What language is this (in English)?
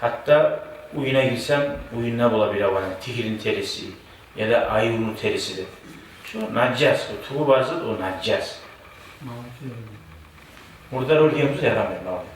Kumyk